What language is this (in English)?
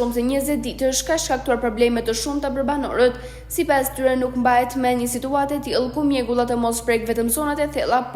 Albanian